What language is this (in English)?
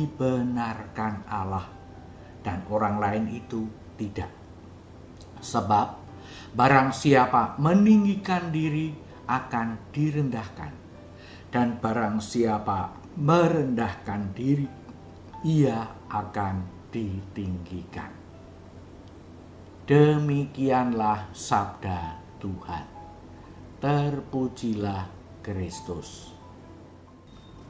Indonesian